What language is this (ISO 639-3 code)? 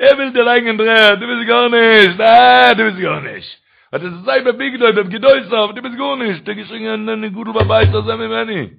yid